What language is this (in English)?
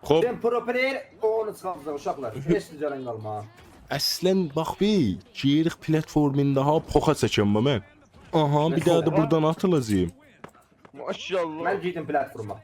South Azerbaijani